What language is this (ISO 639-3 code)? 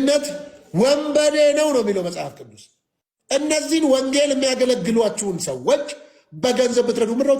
amh